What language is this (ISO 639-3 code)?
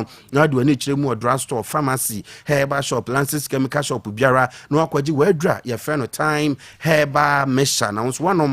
aka